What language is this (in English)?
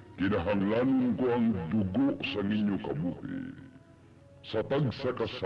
Hiligaynon